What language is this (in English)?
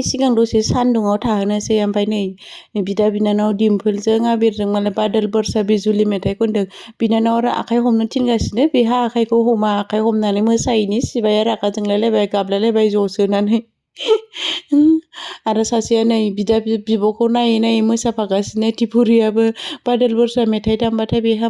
Bodo